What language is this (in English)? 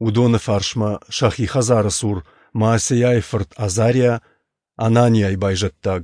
Ossetic